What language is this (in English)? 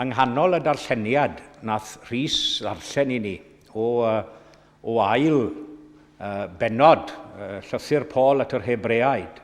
Welsh